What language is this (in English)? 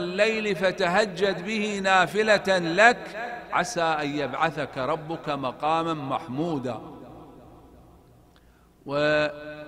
Arabic